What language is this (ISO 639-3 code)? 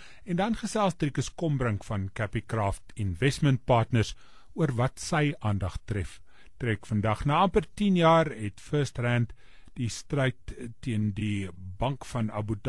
afr